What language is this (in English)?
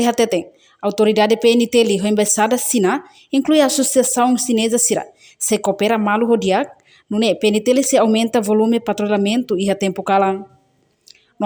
Tetum